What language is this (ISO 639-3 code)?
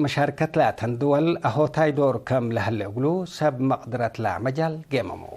tig